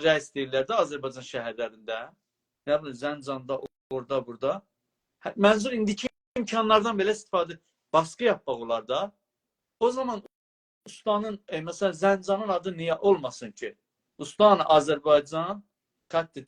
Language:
South Azerbaijani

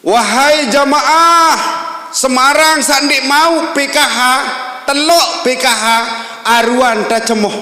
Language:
Sasak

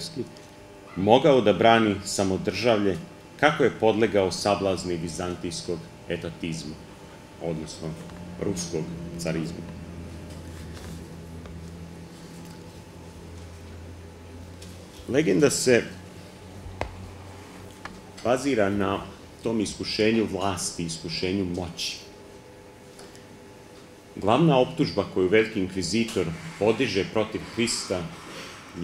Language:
Serbian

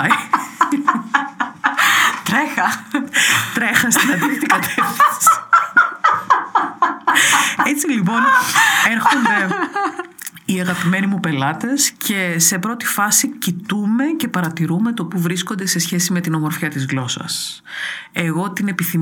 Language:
Greek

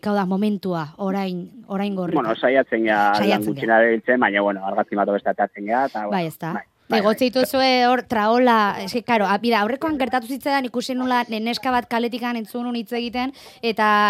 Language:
Basque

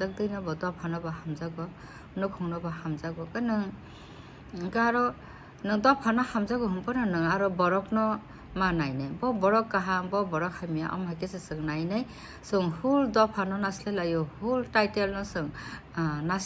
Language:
Kok Borok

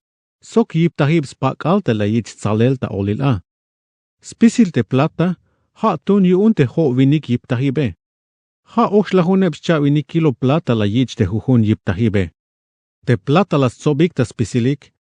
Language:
Tzeltal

